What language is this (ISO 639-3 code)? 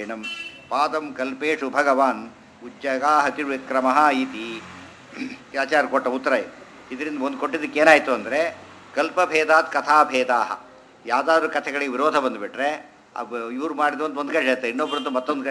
kan